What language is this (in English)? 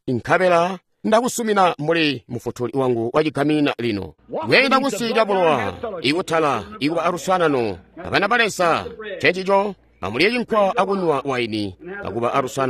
Tonga (Zambia)